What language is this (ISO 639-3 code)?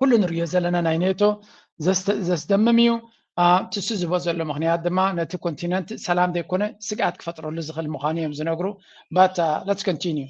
tir